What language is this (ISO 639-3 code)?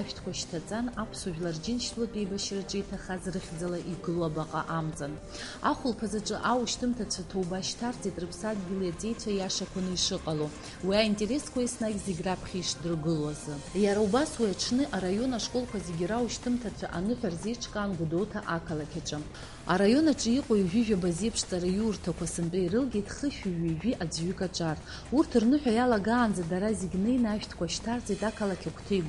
abk